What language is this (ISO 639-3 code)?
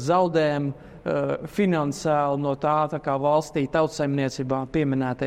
lav